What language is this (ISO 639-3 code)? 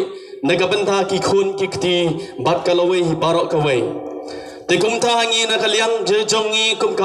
kha